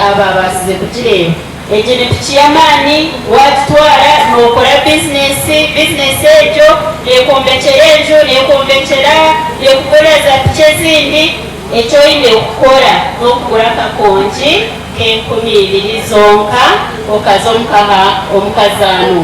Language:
Nyankole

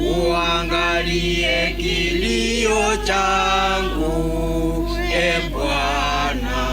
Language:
Gusii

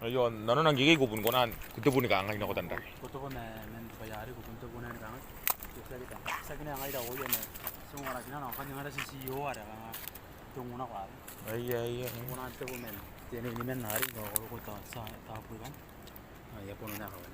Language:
Gilbertese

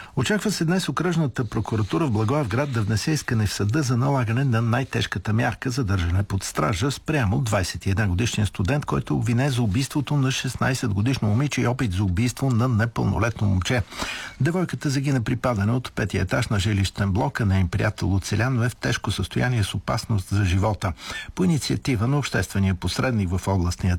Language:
Bulgarian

